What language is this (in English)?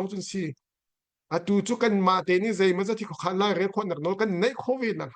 Hakha Chin